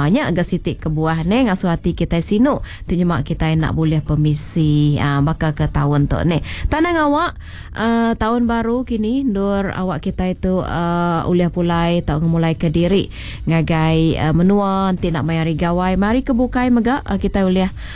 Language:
Iban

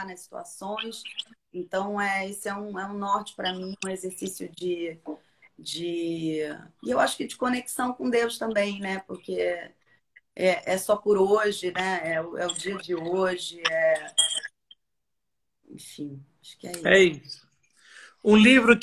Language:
Portuguese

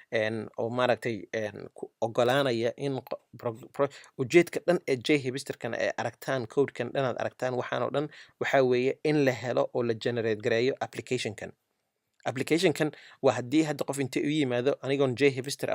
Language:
Somali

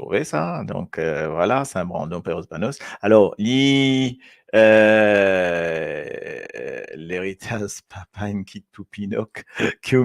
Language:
Morisyen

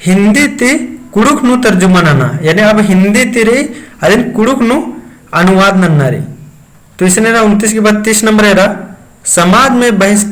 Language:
Kurukh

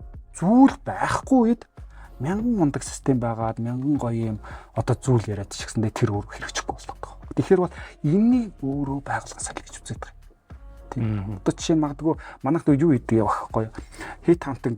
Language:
Mongolian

